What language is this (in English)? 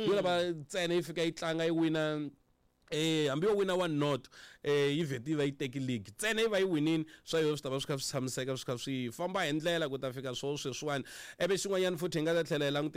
Tsonga